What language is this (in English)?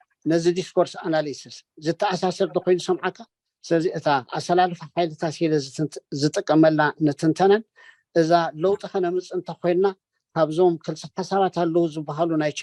Tigrinya